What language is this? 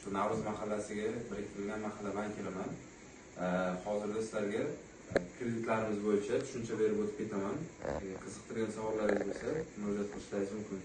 Uzbek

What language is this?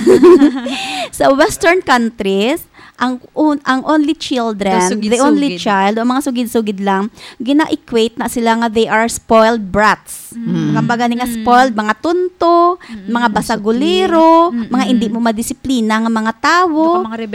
Hiligaynon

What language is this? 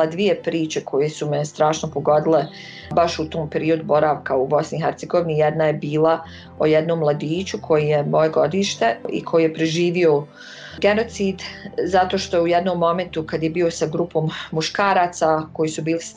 Bosnian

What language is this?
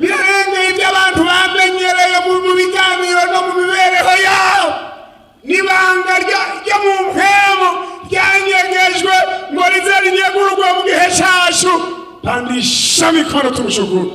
Rundi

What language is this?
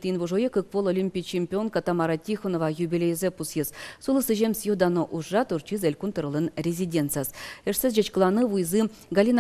Udmurt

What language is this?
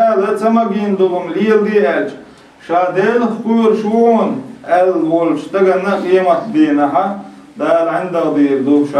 Chechen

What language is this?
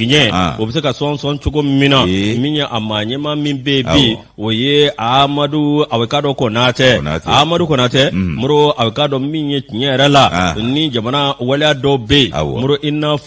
Bambara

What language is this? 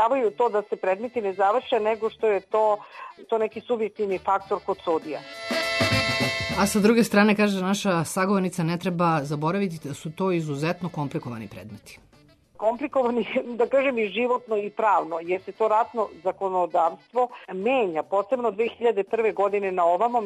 Serbian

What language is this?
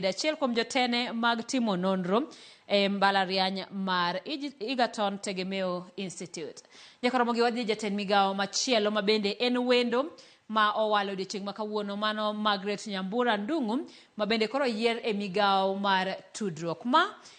Luo (Kenya and Tanzania)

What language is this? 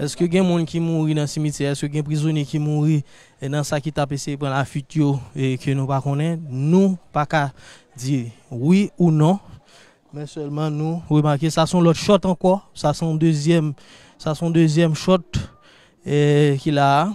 Haitian Creole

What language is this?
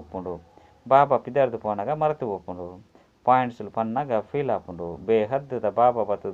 Tulu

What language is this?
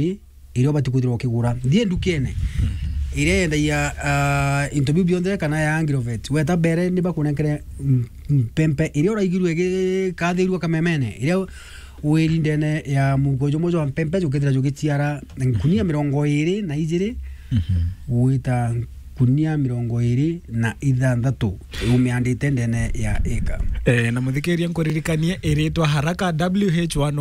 Meru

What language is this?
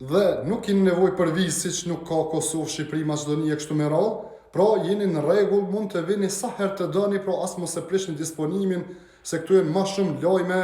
Albanian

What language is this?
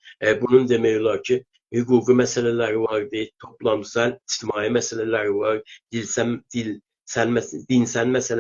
South Azerbaijani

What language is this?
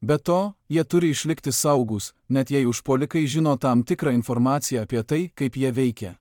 Lithuanian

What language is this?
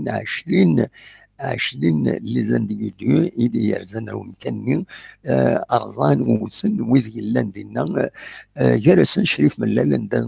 Kabyle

